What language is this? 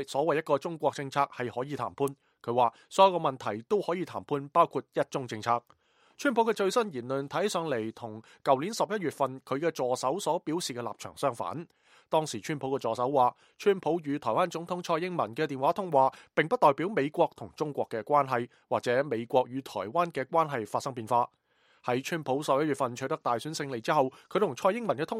Cantonese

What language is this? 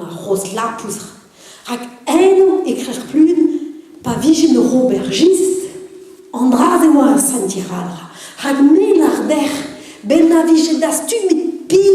Breton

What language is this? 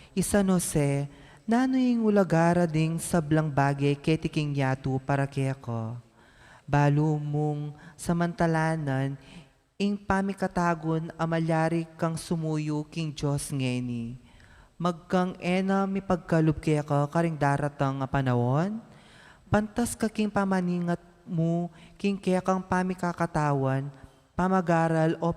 Pampanga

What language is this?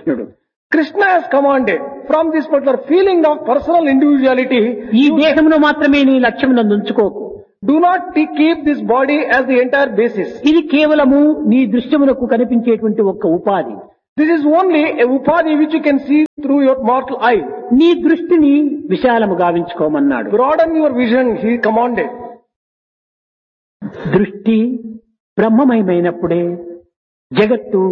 Telugu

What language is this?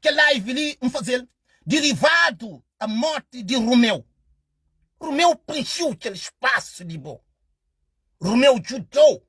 Kabuverdianu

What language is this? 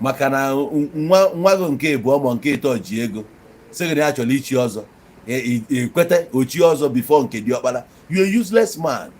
Igbo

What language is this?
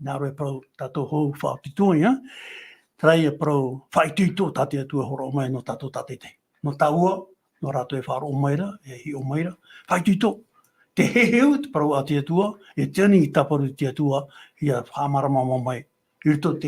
Tahitian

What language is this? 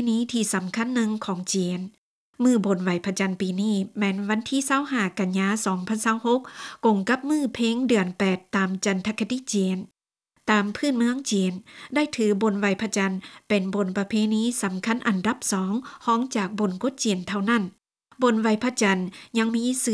Lao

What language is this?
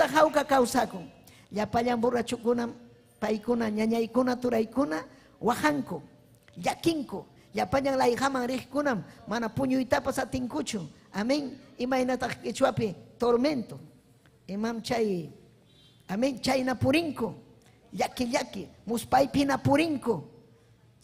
Ayacucho Quechua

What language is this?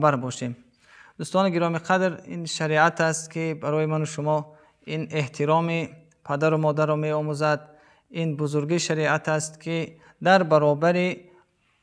Tajik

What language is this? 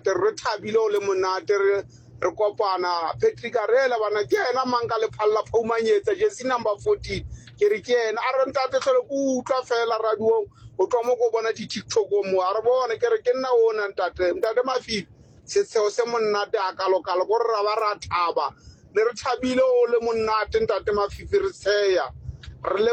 Southern Sotho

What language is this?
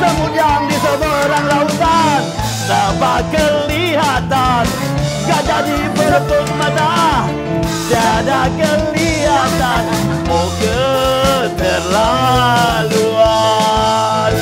Musi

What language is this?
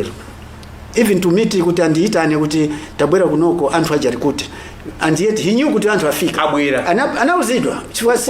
Nyanja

